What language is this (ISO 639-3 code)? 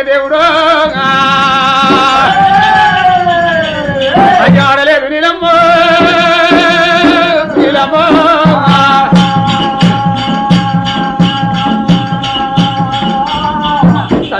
tel